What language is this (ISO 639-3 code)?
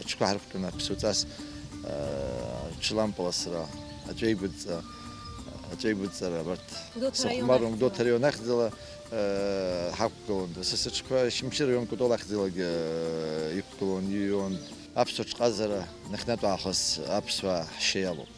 abk